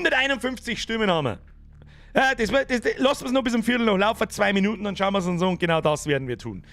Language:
Bavarian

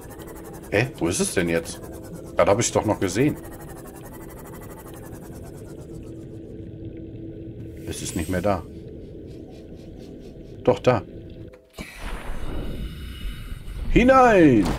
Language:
German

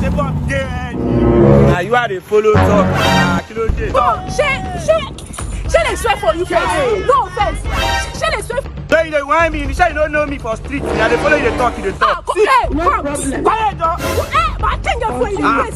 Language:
Nigerian Pidgin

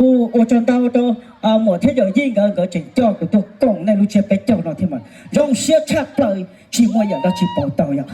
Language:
Hmong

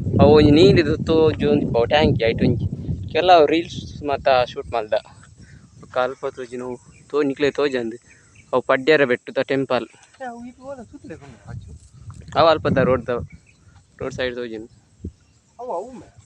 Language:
Tulu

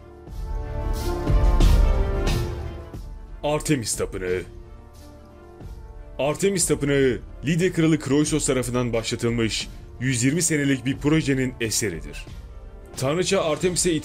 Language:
Turkish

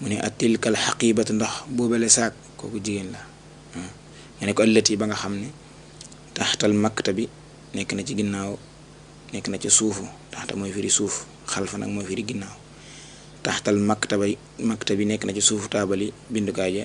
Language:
Wolof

